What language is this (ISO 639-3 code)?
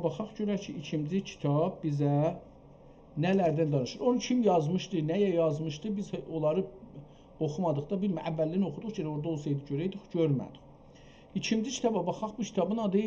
azb